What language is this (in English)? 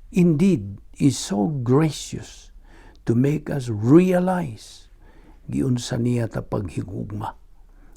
Cebuano